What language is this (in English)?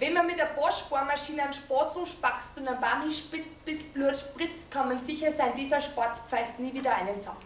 Bavarian